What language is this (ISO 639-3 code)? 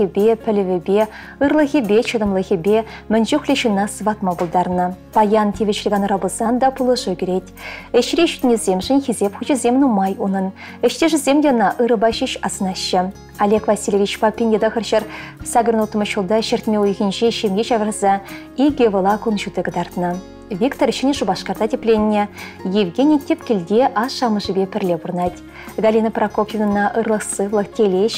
chv